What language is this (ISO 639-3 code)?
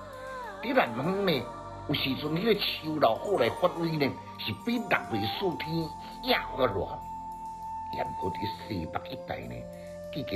nan